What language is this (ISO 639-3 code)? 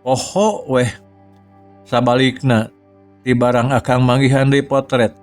sun